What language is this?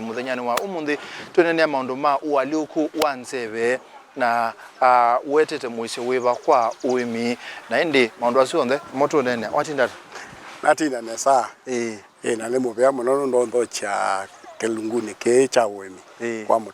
Kamba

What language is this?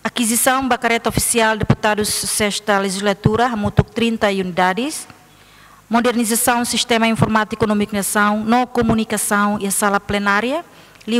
Tetum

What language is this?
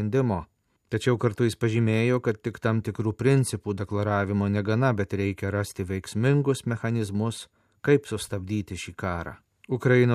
Lithuanian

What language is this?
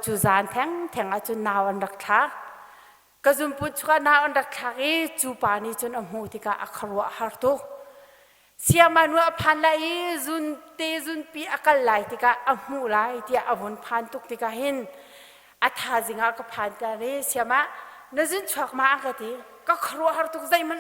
Hakha Chin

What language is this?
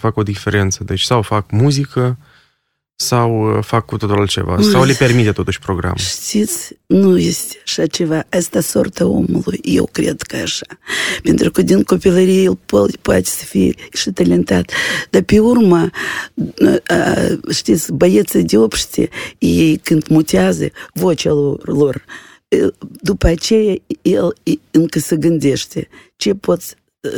Romanian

